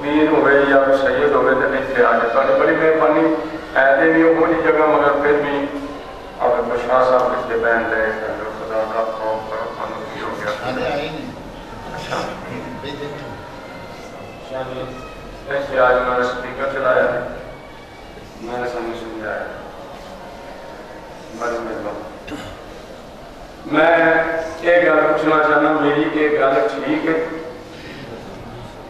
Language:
Urdu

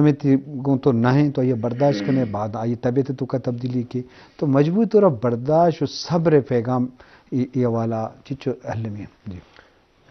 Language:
Eastern Balochi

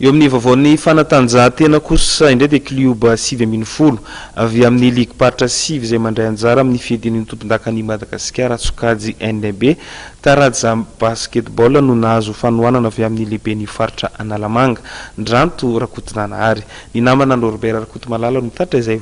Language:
Malagasy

